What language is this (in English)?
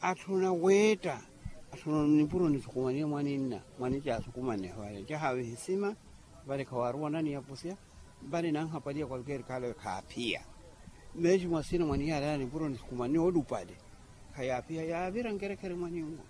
Makhuwa